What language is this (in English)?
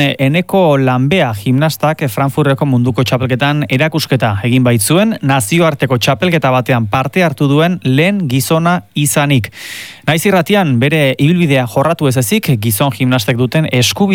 Basque